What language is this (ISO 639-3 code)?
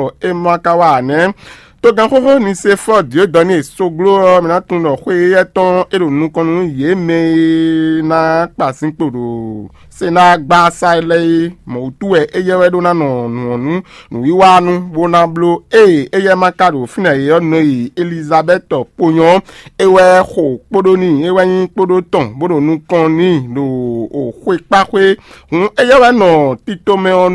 fon